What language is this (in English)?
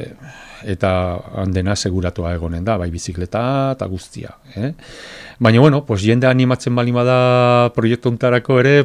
Basque